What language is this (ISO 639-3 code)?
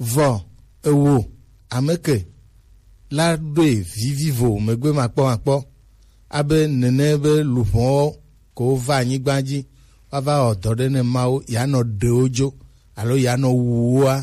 gej